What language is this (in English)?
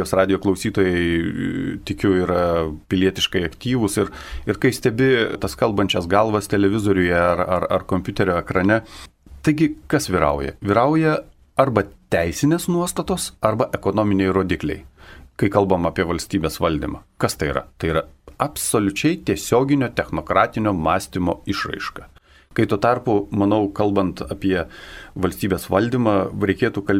Lithuanian